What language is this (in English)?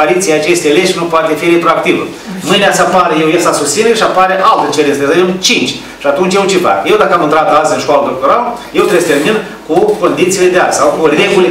Romanian